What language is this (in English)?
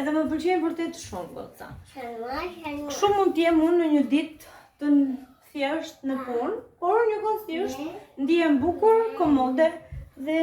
Albanian